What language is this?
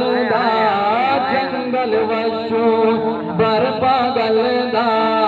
Saraiki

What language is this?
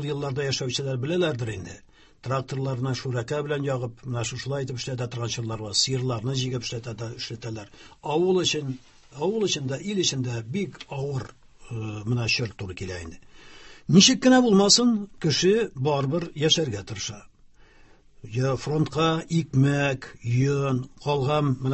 Tatar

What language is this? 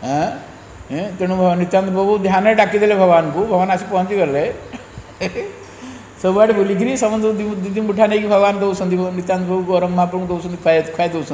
Odia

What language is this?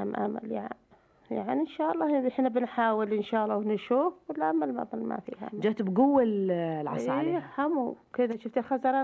Najdi Arabic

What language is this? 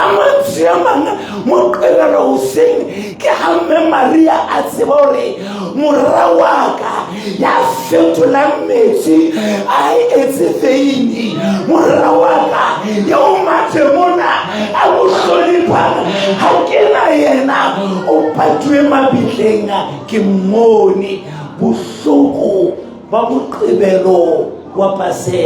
Southern Sotho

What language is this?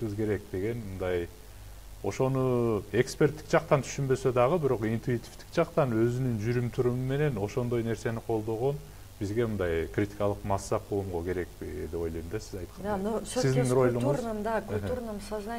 Kyrgyz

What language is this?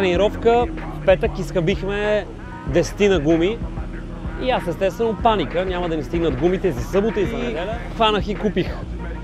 Bulgarian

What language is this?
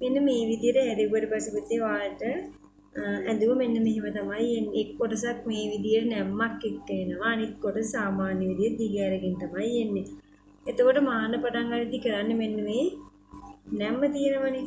Sinhala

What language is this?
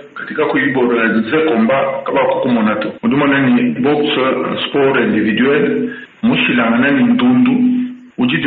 Luba-Lulua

